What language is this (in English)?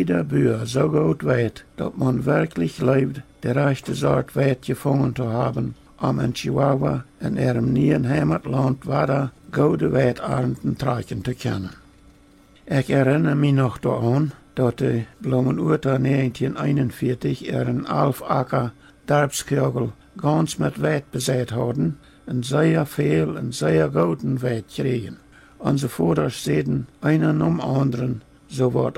Plautdietsch